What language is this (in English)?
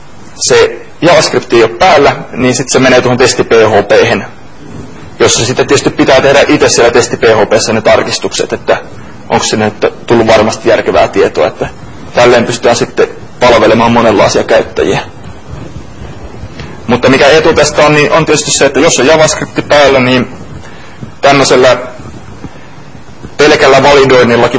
Finnish